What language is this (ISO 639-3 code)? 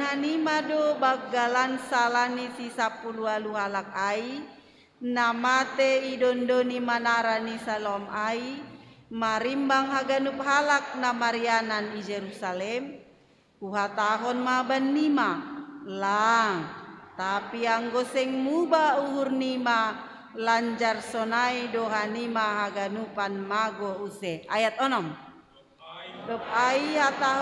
bts